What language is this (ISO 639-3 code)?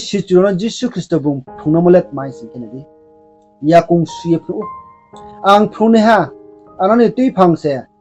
ria